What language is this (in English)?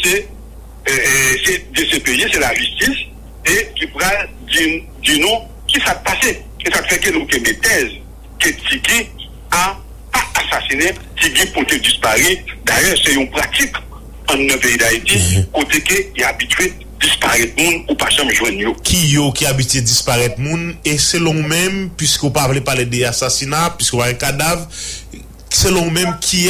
Haitian Creole